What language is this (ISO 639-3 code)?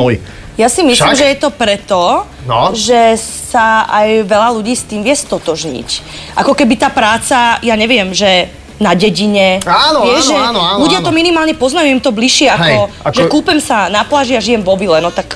slk